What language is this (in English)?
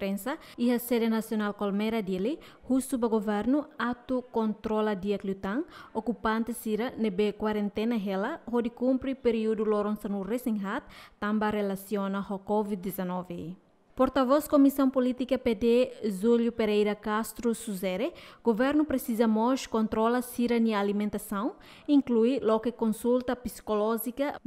Tetum